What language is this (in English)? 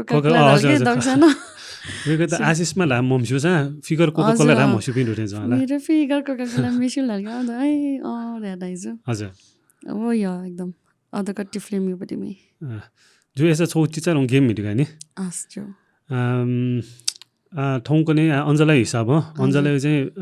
Newari